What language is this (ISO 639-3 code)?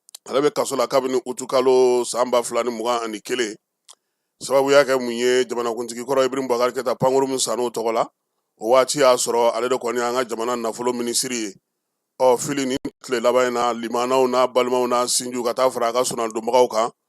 bam